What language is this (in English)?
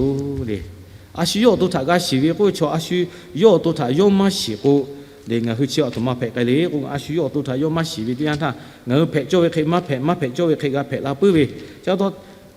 Lahu